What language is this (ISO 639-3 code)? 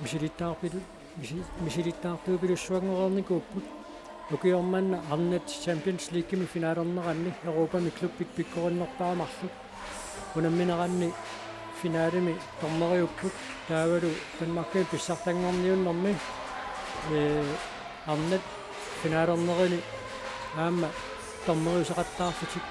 kal